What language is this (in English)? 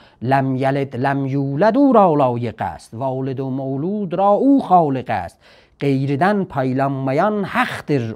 South Azerbaijani